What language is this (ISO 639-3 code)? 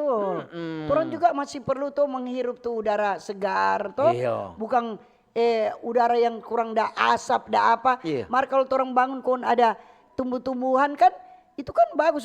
xmm